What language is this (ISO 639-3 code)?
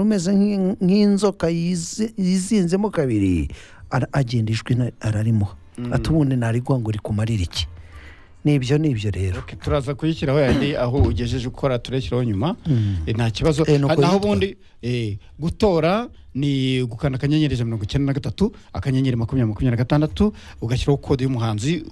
kin